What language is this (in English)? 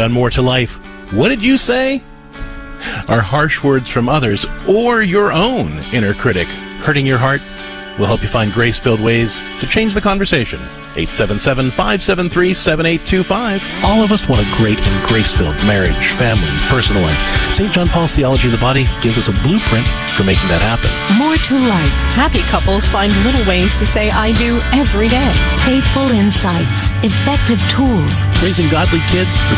English